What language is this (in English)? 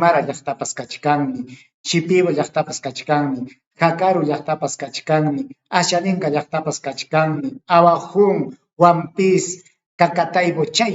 Ayacucho Quechua